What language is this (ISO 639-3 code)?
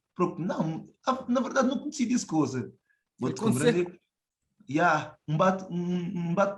kea